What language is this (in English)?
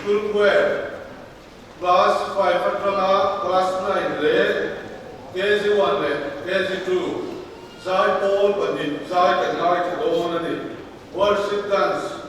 Mizo